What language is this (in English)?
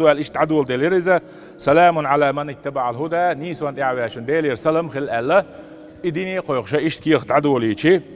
Chechen